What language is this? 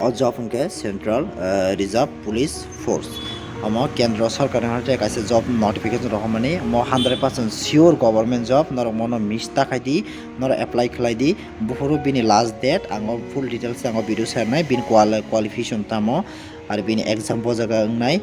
Kok Borok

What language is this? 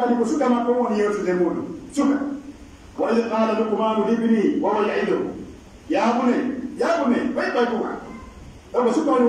Pular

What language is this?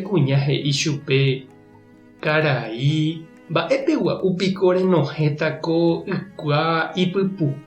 Guarani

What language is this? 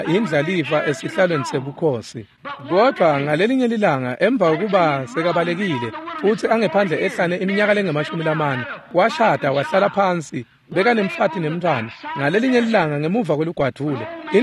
Swati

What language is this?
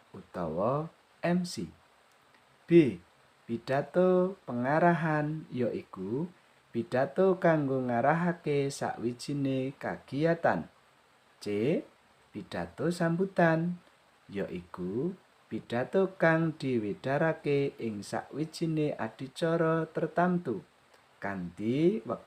Javanese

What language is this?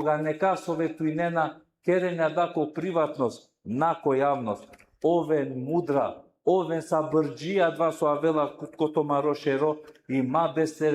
Balkan Romani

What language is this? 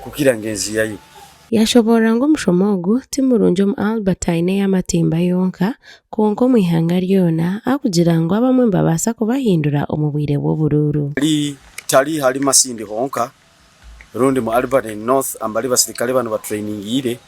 Nyankole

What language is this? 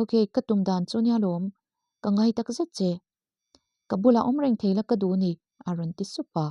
Mizo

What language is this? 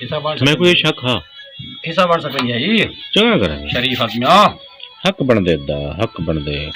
Saraiki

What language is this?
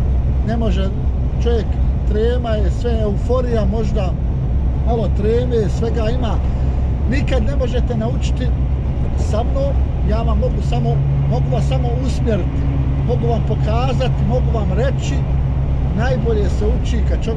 Croatian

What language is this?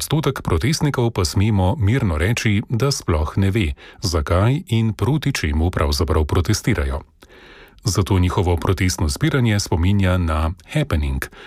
Slovenian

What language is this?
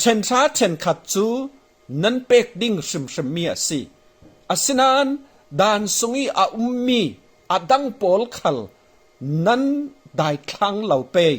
Falam Chin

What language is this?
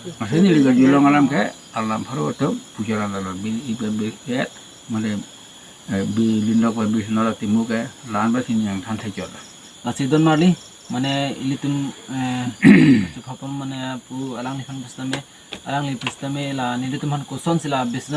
Karbi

